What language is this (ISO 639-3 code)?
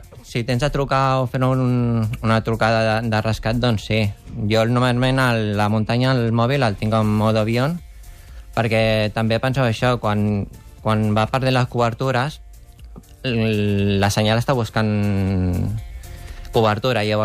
cat